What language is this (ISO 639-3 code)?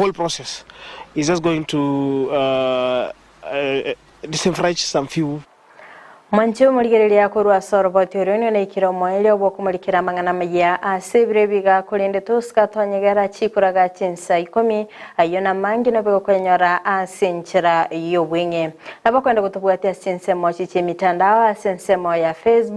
guz